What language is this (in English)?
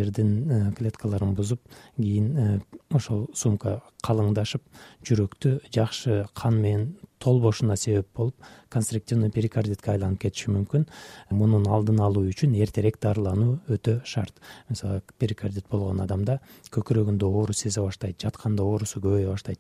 Kyrgyz